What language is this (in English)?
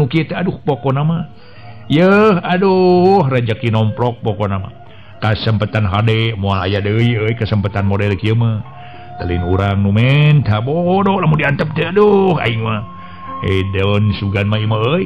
Sundanese